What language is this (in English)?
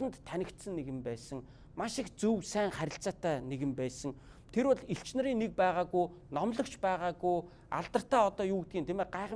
Mongolian